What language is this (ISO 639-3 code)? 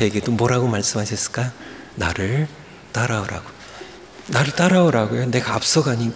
kor